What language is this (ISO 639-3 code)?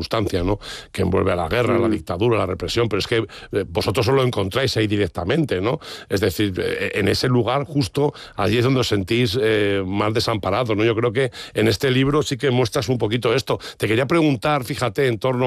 spa